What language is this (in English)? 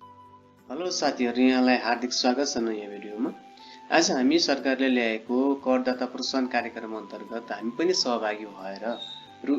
Nepali